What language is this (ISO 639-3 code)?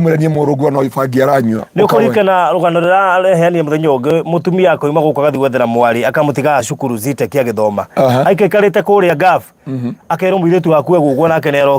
kik